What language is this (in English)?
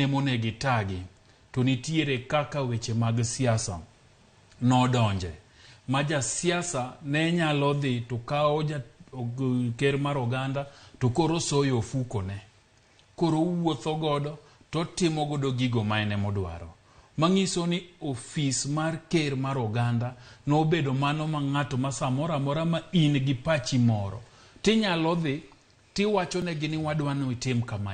Luo (Kenya and Tanzania)